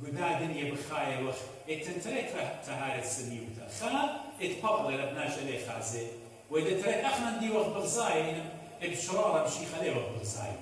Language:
Assyrian Neo-Aramaic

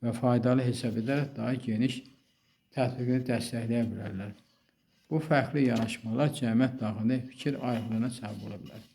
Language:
Azerbaijani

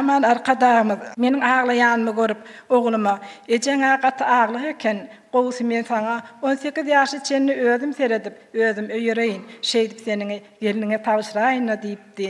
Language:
Turkmen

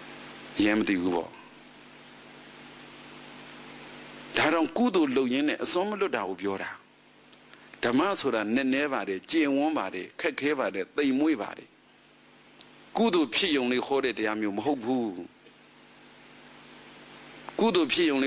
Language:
Burmese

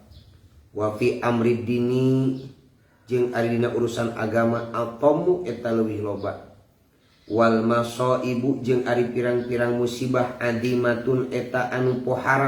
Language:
Sundanese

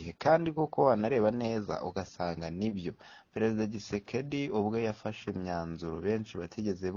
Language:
Kinyarwanda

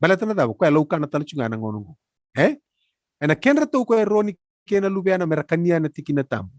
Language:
Fijian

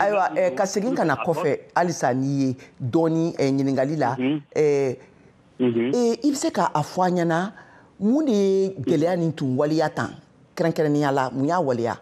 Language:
Bambara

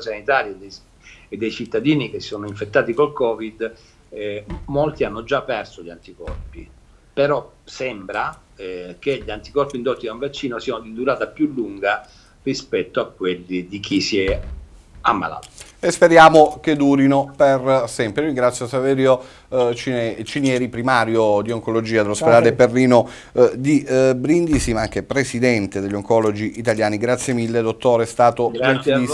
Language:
Italian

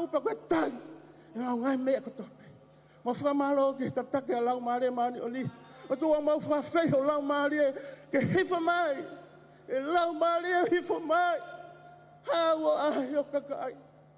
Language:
Tongan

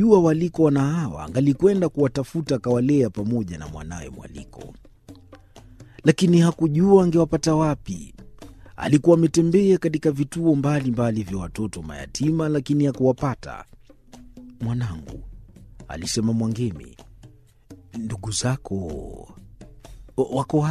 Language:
Swahili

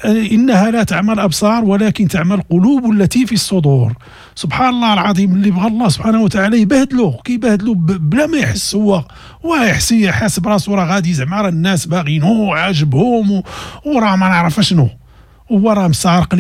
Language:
Moroccan Arabic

